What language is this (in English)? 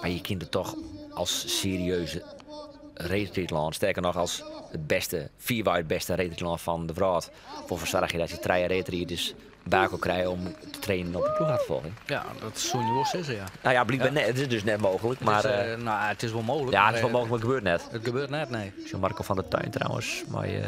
Western Frisian